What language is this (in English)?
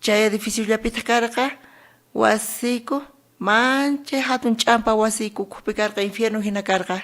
South Bolivian Quechua